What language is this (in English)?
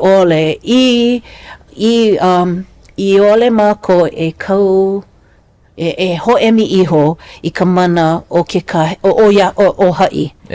Hawaiian